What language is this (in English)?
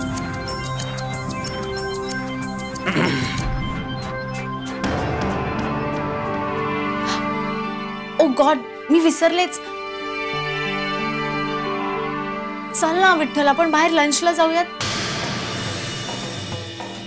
Marathi